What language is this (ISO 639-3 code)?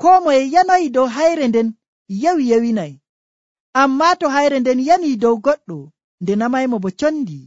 fuv